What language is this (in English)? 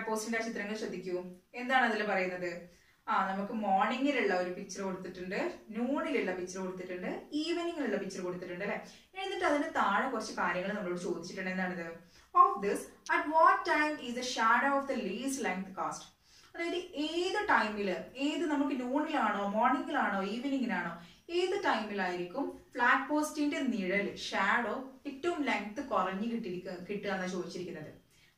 Malayalam